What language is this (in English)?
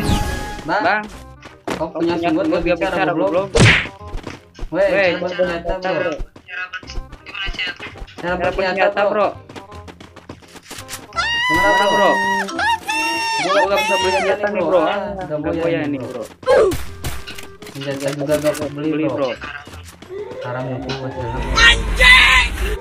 Indonesian